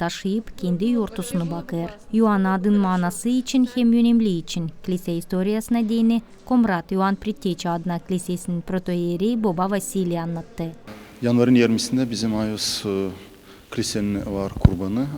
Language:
Gagauz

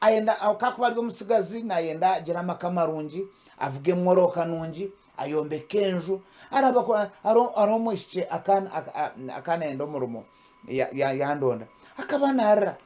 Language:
Nyankole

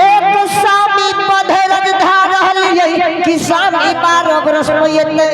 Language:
Angika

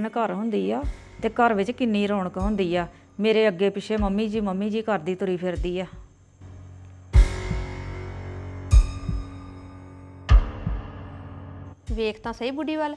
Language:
Punjabi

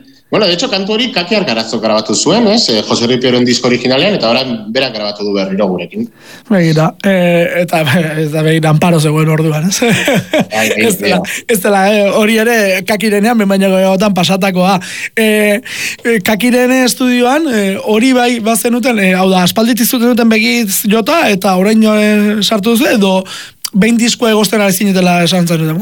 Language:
Basque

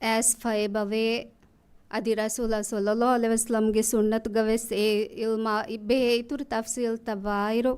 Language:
Divehi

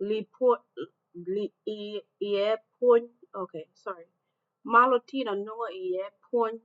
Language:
Acoli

